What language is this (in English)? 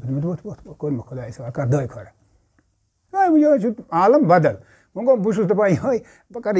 Kashmiri